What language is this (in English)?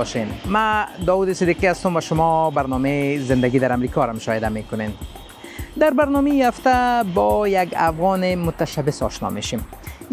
Persian